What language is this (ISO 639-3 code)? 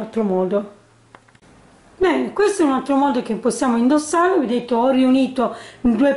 ita